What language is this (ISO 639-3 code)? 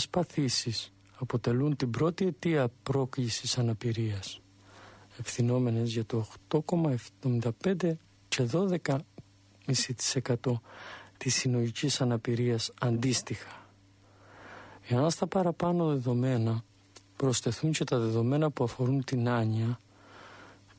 ell